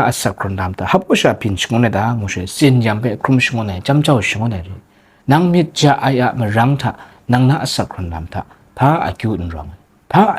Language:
Kachin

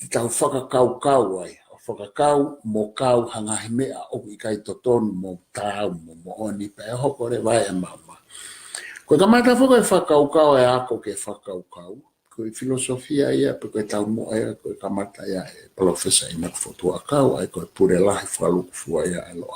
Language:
Tongan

